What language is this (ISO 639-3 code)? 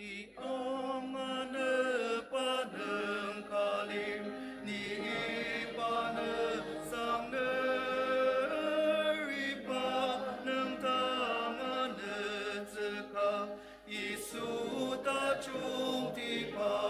njo